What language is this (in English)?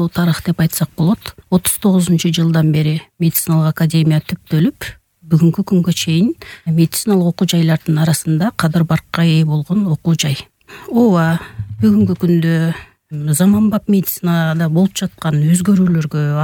Kyrgyz